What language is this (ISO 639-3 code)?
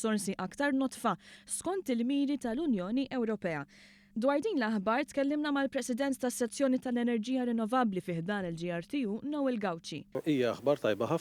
mlt